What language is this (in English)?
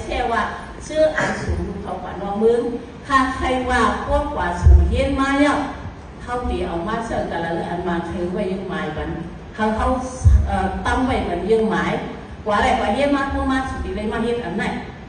Shan